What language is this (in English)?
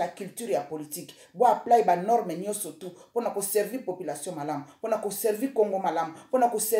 Lingala